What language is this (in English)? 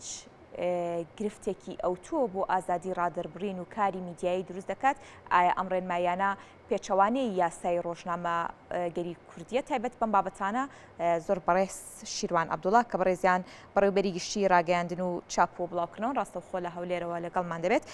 Central Kurdish